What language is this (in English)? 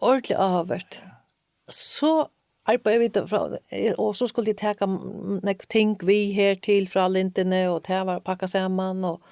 Faroese